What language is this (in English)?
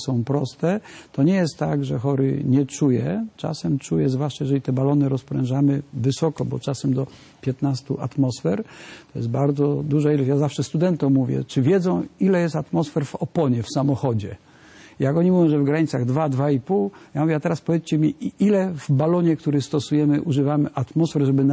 Polish